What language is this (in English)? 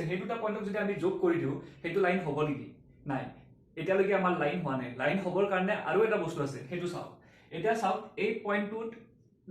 Assamese